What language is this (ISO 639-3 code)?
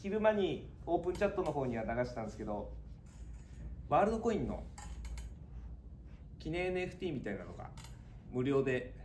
jpn